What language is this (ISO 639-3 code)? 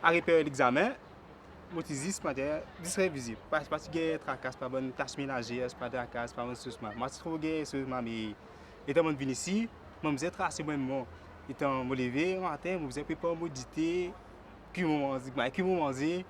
mfe